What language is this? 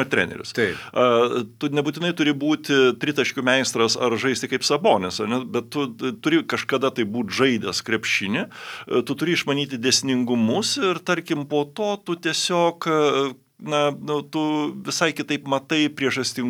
Lithuanian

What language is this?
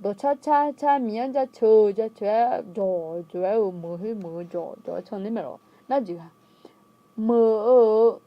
Akha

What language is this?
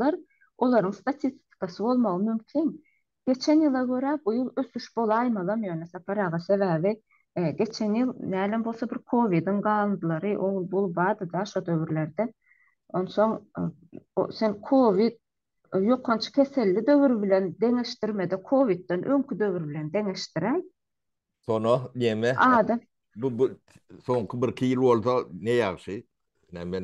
Turkmen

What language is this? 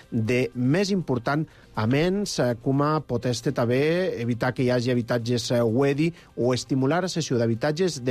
Catalan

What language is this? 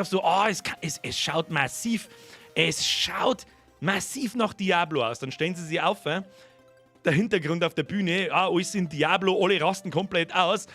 Bavarian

